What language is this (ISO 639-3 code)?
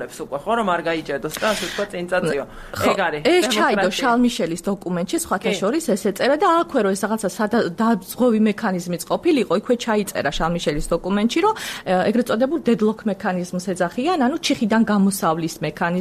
kat